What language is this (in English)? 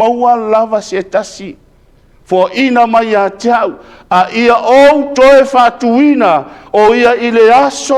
Samoan